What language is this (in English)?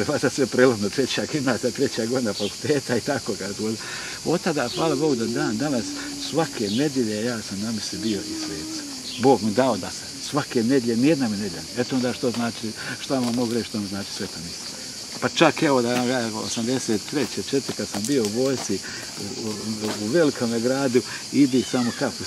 Croatian